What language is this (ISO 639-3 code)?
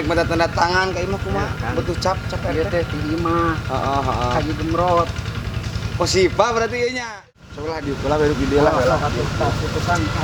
sun